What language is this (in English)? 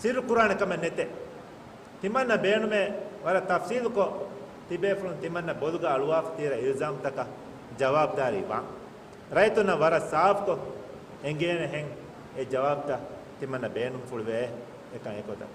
Divehi